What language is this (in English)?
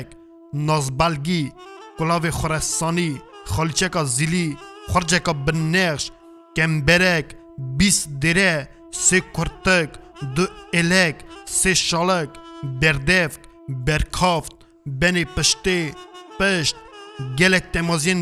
Kurdish